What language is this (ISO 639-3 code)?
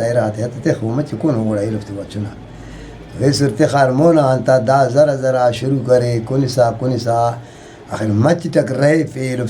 brh